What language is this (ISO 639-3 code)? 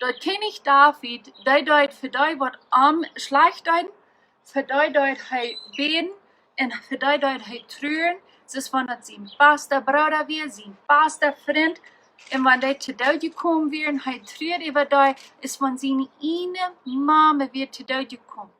pdt